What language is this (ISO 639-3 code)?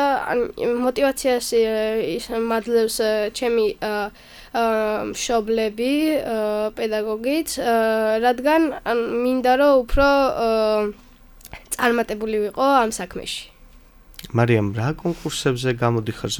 kat